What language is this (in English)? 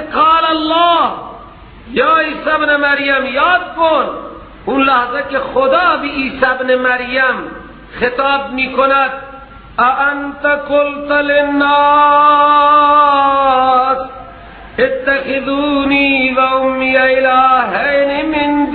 Persian